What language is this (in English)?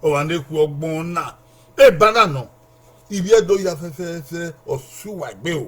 Bini